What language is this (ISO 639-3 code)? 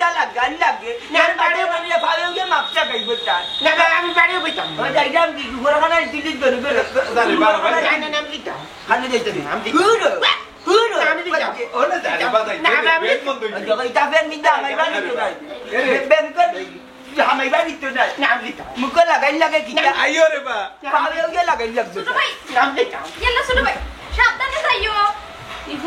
syl